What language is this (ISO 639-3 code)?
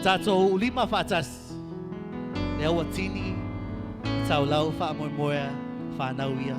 smo